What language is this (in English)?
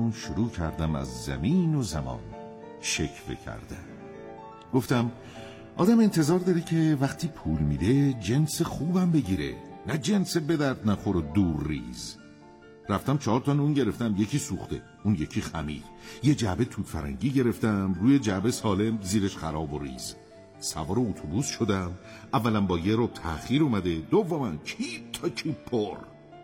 Persian